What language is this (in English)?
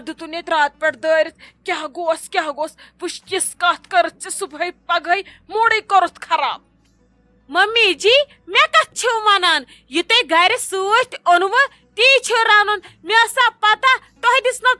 Kashmiri